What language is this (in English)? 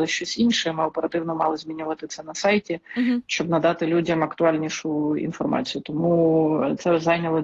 Ukrainian